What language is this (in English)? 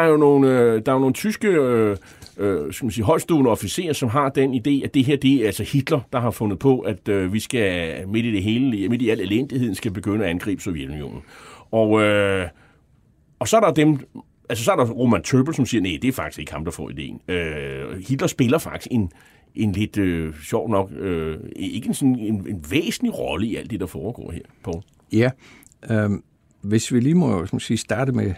Danish